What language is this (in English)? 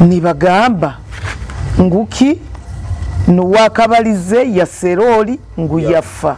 Nyoro